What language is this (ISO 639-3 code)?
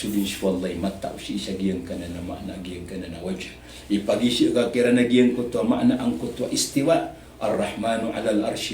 mrw